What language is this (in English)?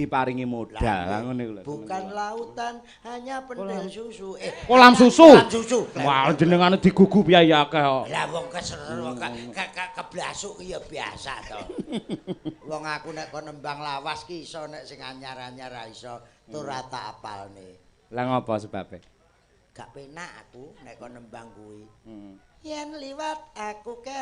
Javanese